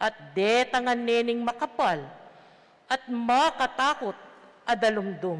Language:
Pampanga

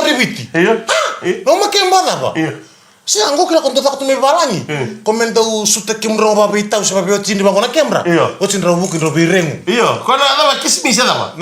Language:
Fijian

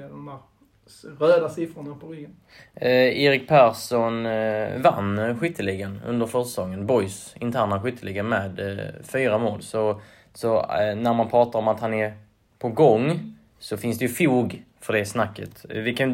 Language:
Swedish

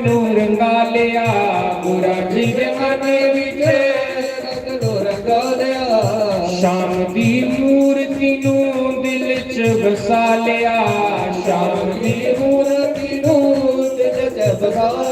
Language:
Dogri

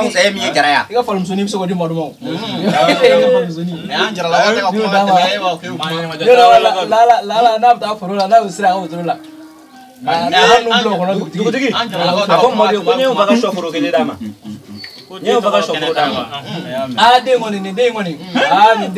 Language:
Bambara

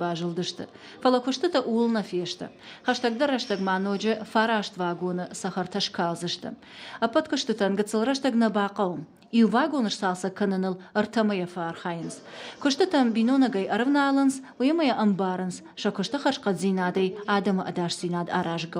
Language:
Ossetic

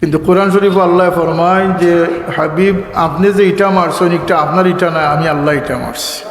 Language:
Sylheti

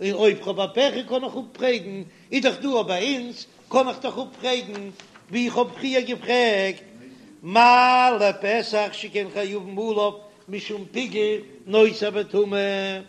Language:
Yiddish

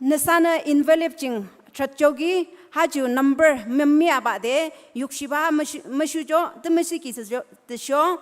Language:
Naga Pidgin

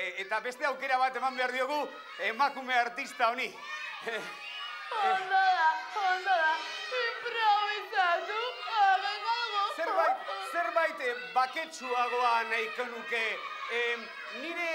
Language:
Basque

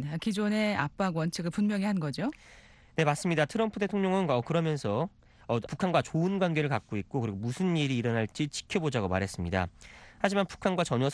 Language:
Korean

